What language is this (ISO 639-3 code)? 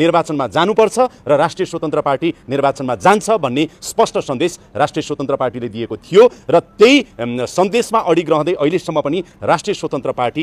nep